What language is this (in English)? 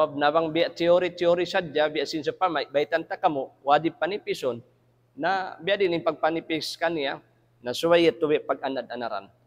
Tausug